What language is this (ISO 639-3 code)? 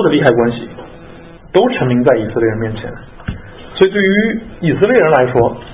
zho